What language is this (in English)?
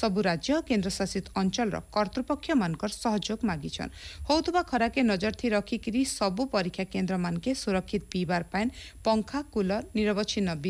Odia